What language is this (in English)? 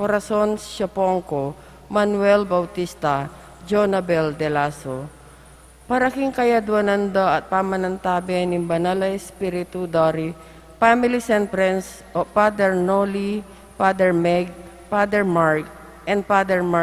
Pampanga